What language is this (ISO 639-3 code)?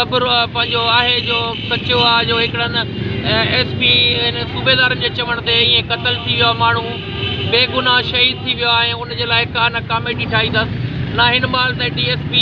snd